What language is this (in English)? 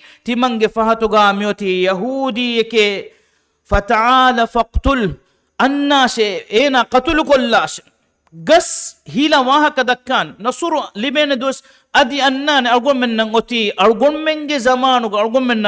Divehi